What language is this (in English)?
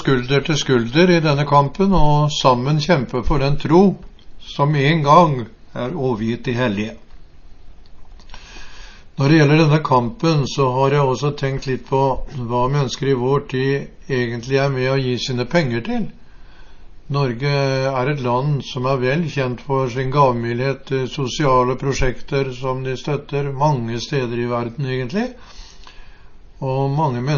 Norwegian